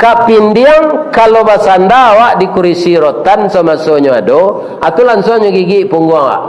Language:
Minangkabau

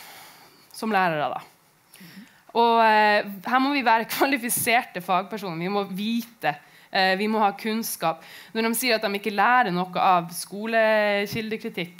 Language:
Norwegian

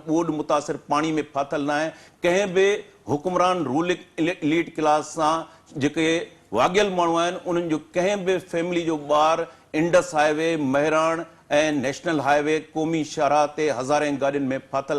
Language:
Sindhi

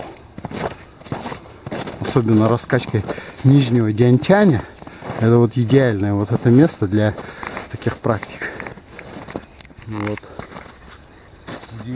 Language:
Russian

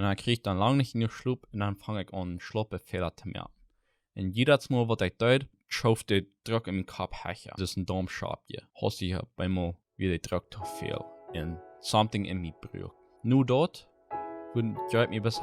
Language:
Plautdietsch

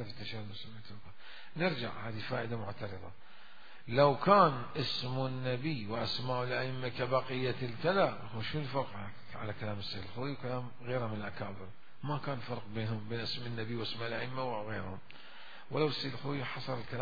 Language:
Mesopotamian Arabic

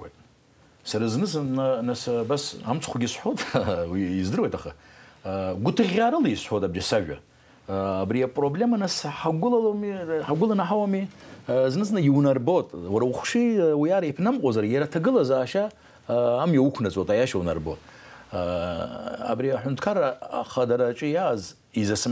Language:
Abkhazian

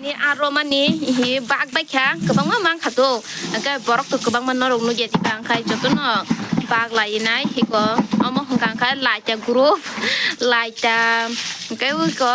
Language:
Kok Borok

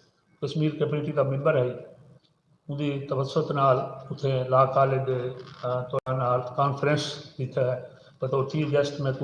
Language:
Saraiki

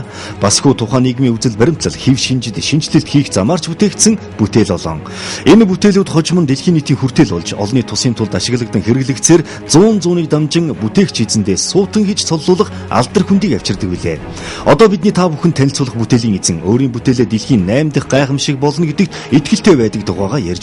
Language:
Mongolian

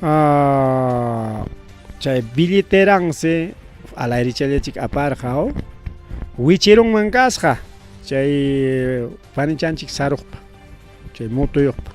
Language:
Ayacucho Quechua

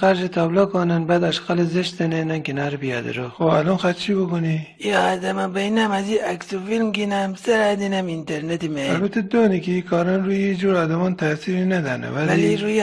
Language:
Gilaki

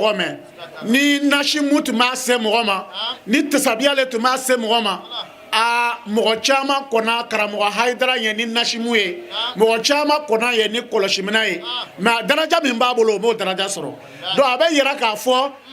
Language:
Bambara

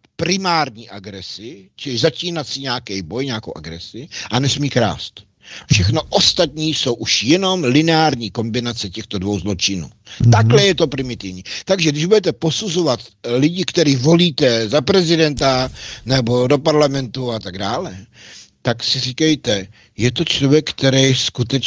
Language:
Czech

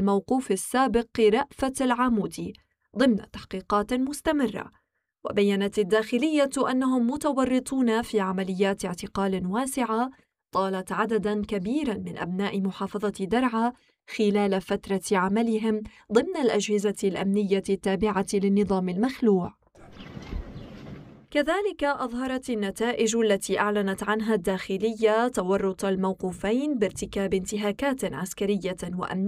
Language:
Arabic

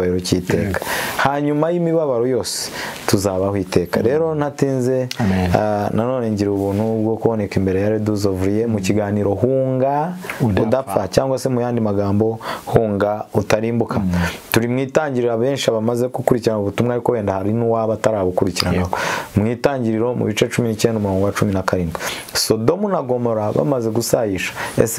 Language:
Kinyarwanda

